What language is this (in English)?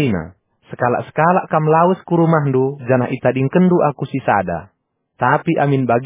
Batak Karo